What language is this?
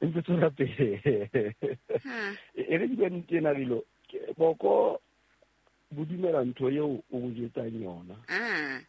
Southern Sotho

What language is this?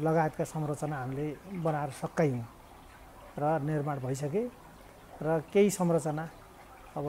Nepali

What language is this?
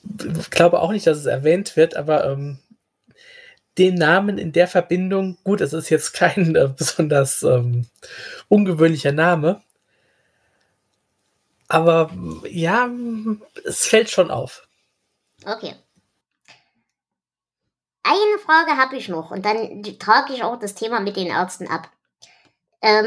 German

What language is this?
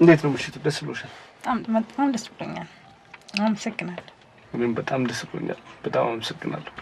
Amharic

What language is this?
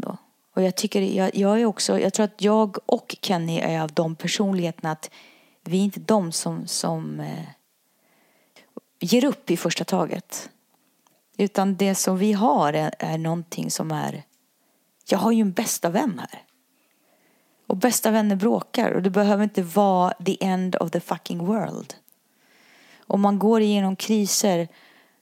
Swedish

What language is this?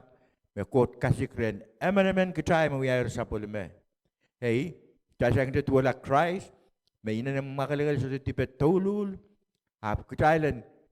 Pohnpeian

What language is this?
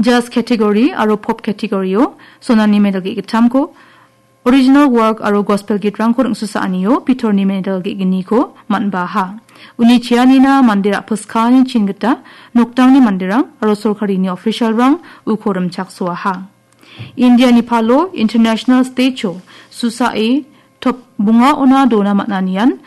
Garo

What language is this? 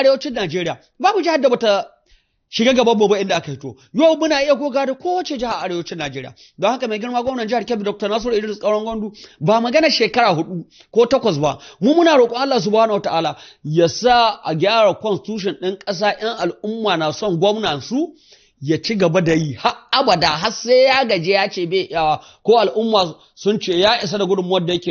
Hausa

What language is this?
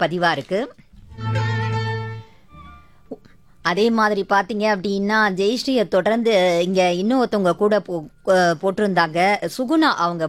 Tamil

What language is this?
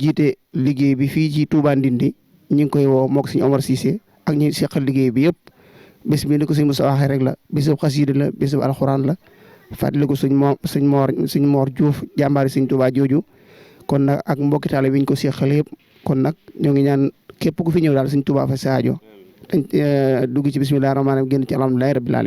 Wolof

